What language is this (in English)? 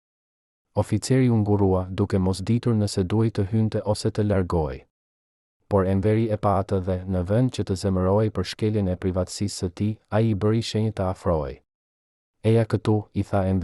Albanian